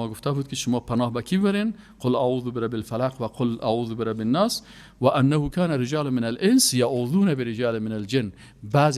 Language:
Persian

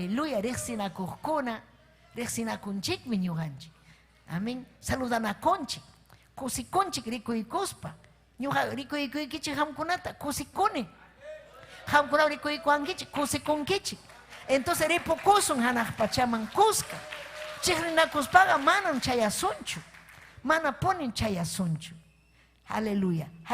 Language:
Ayacucho Quechua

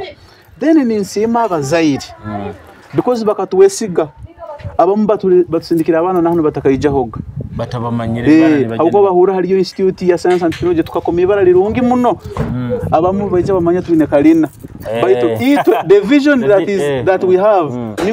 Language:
Nyoro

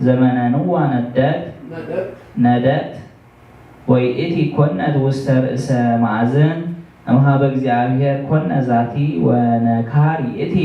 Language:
Geez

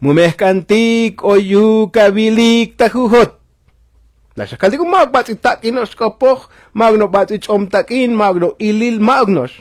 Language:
Tzotzil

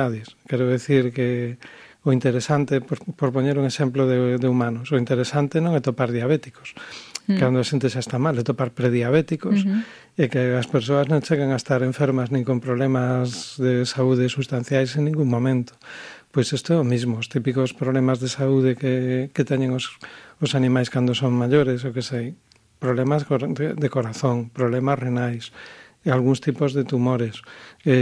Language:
Galician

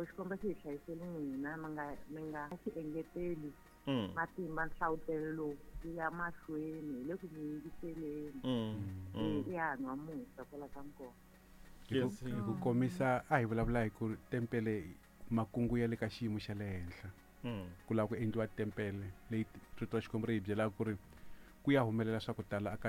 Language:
Tsonga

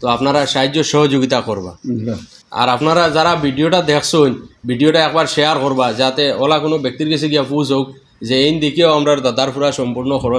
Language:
Sylheti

